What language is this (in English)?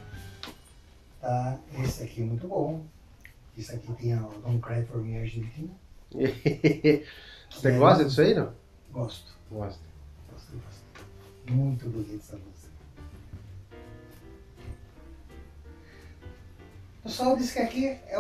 Portuguese